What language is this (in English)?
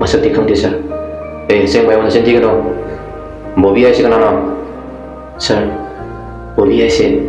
Manipuri